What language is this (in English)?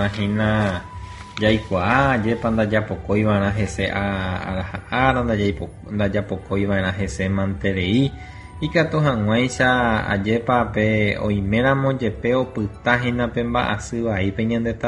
Guarani